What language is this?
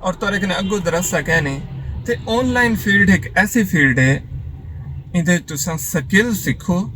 Saraiki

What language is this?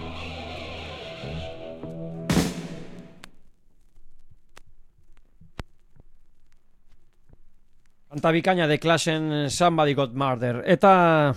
Basque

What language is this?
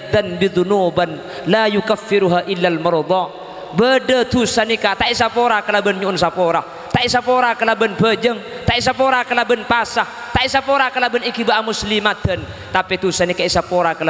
Madurese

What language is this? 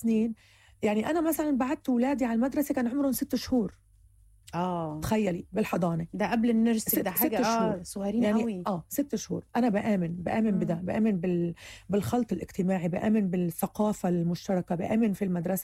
Egyptian Arabic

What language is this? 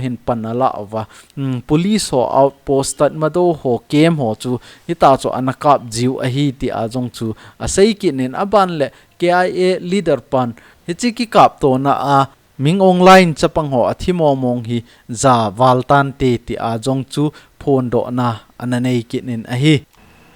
Thado Chin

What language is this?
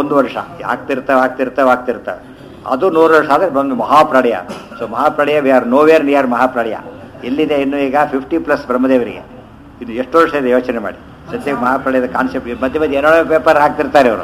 Kannada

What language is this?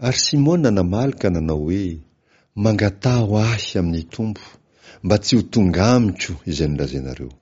Malagasy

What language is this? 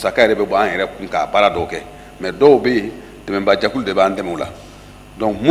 Bambara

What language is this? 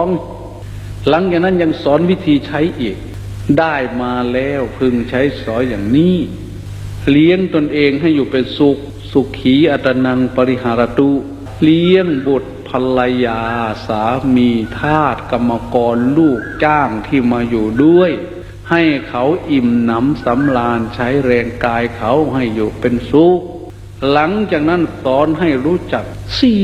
Lao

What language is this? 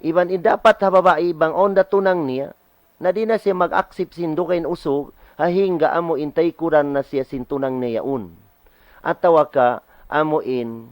Tausug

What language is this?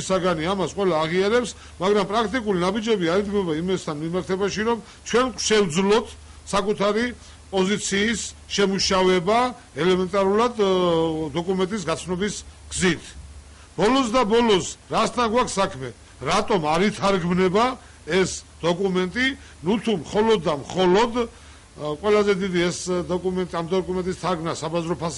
Georgian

